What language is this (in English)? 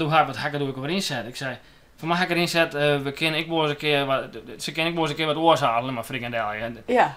Western Frisian